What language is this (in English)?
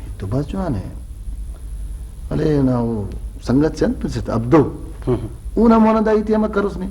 Brahui